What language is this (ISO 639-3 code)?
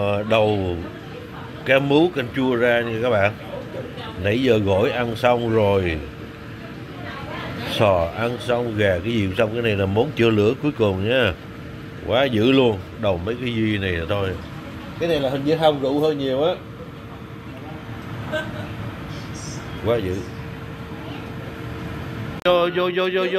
vie